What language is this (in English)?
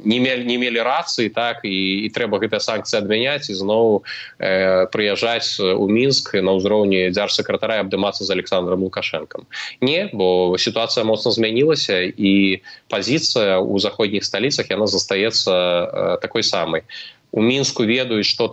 Belarusian